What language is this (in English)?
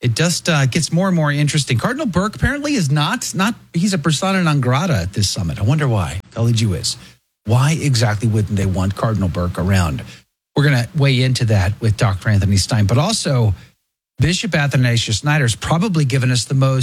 English